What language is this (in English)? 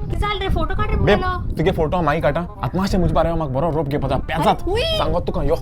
Konkani